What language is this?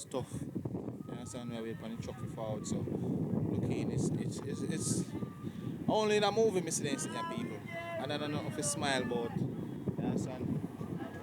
Jamaican Creole English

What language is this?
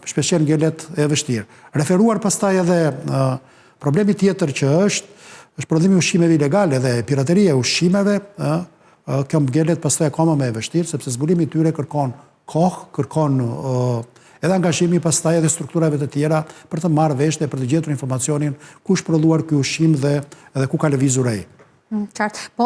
Albanian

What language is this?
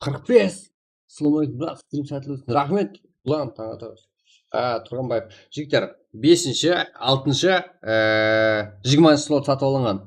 Kara-Kalpak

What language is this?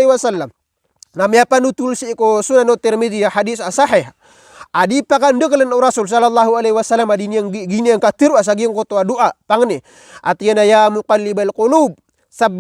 Maranao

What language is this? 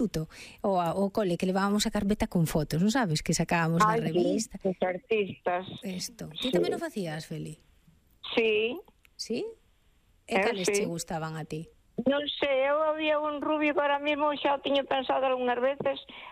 Galician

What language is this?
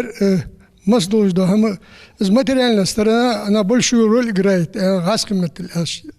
Ingush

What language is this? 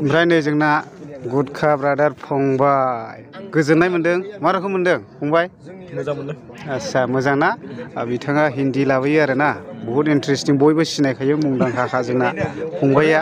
Bodo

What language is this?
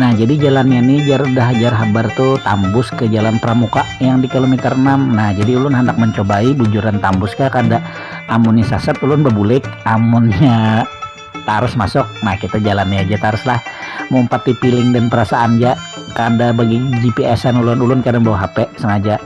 Banjar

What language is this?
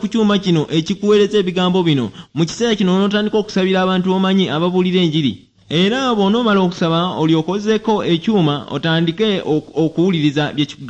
Ganda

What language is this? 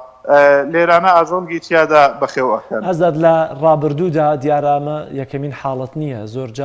Central Kurdish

